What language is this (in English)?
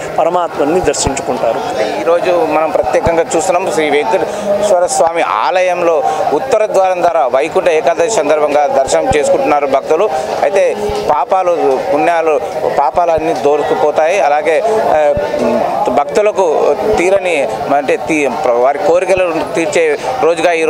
Telugu